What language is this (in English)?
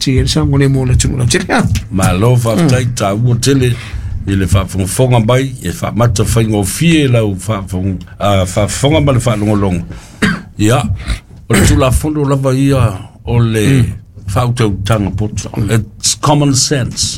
Samoan